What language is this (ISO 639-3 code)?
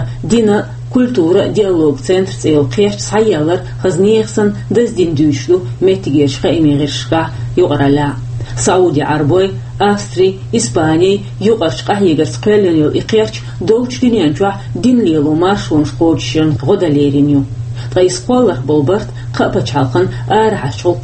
che